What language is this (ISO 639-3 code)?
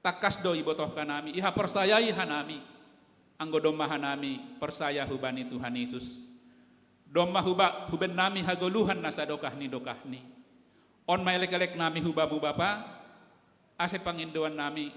bts